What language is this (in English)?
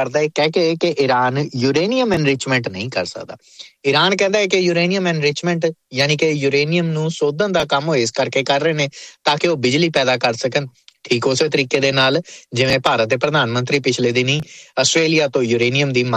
Punjabi